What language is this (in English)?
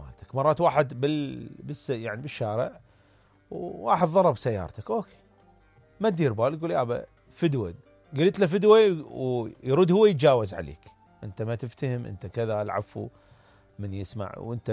Mesopotamian Arabic